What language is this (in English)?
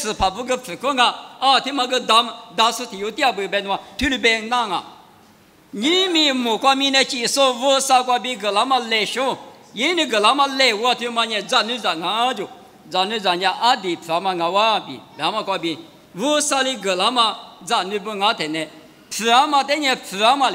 Lisu